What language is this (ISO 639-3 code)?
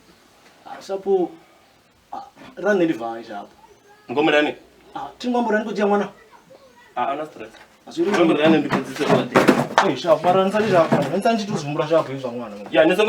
ven